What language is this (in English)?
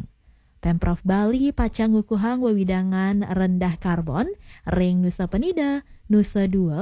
Balinese